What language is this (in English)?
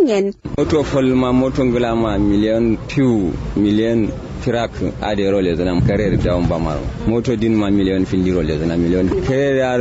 Kanuri